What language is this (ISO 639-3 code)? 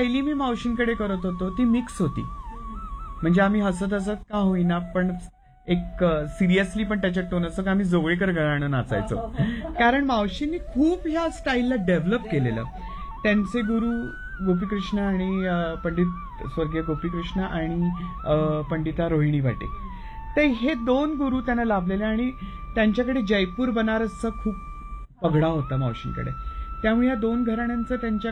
mar